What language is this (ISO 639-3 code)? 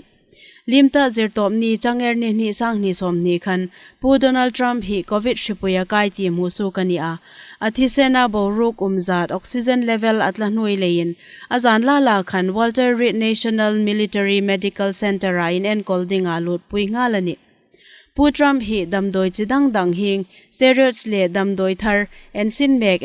hmr